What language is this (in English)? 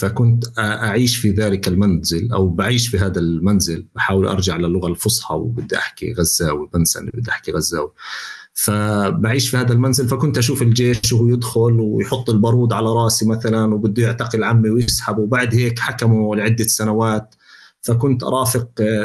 North Levantine Arabic